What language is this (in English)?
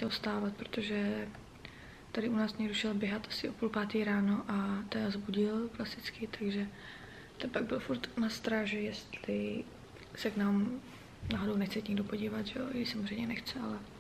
Czech